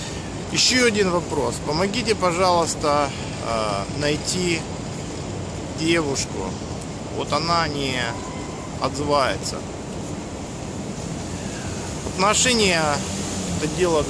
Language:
Russian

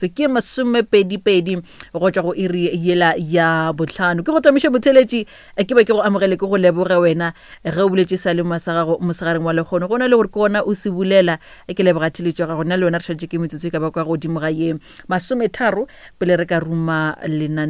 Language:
Northern Sotho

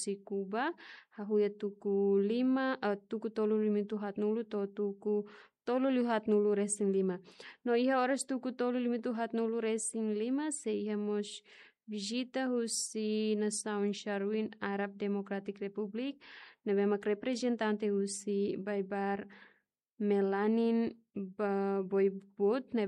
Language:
Tetum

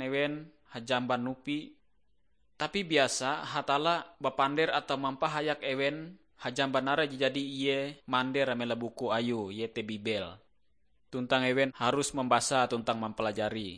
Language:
Ngaju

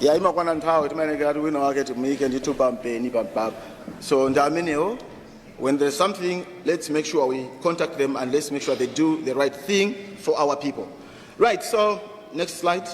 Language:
Nyanja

